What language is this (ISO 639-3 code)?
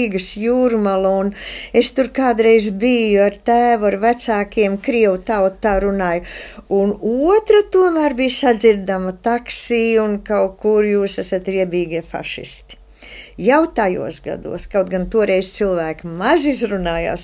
lav